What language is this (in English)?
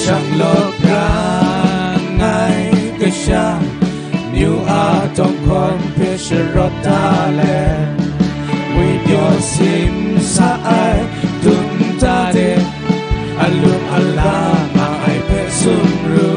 Kachin